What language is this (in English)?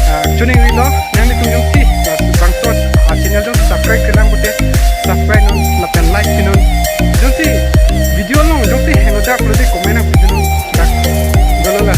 Karbi